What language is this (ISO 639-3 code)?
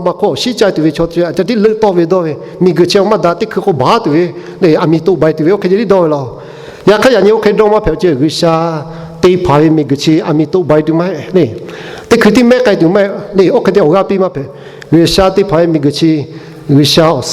lhu